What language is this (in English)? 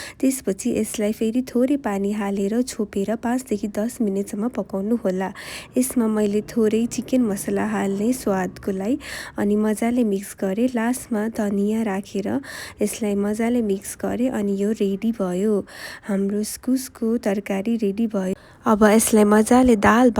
Nepali